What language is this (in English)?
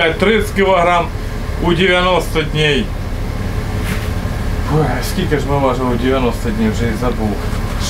Ukrainian